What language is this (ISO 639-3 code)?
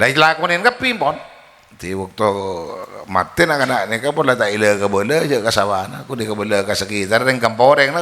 mad